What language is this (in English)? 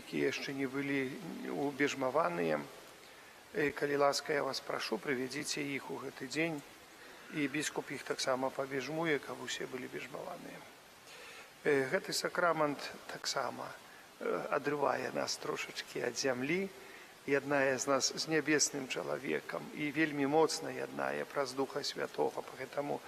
Belarusian